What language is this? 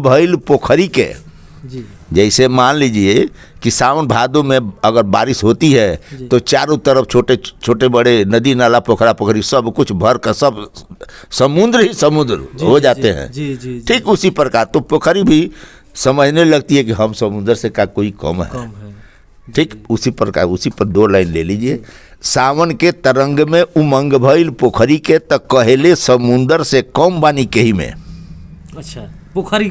Bhojpuri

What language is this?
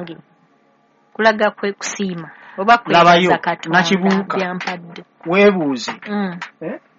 Ganda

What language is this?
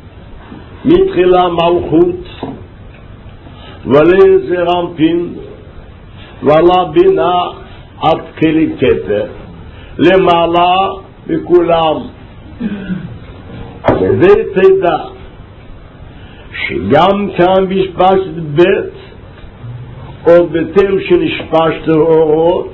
Hebrew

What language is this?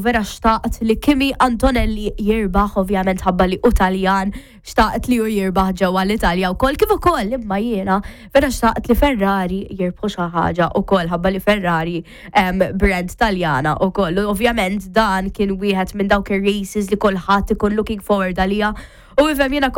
Maltese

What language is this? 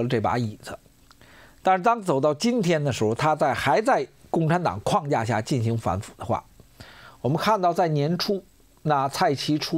Chinese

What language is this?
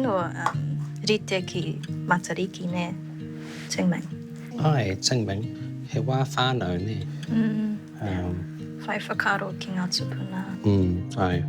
Māori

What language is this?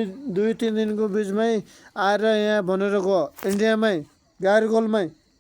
Nepali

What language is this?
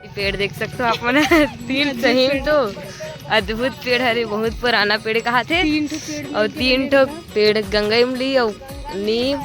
Chhattisgarhi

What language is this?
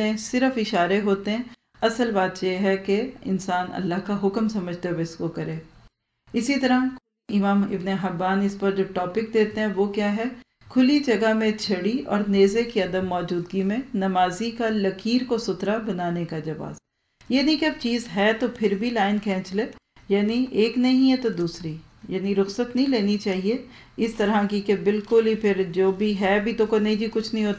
Urdu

